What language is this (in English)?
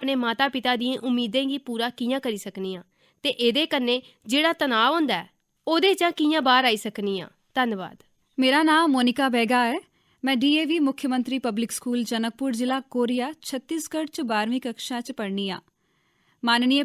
Dogri